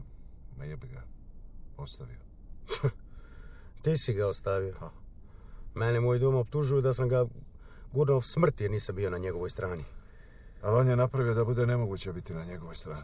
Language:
Croatian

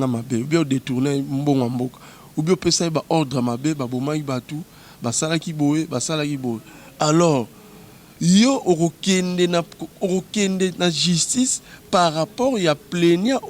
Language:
Lingala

